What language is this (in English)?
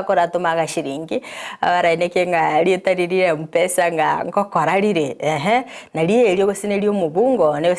Gusii